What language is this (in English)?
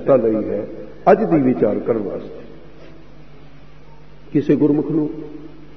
Punjabi